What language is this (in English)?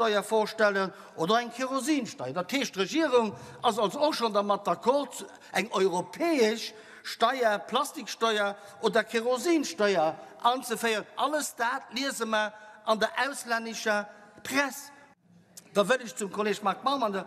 Luxembourgish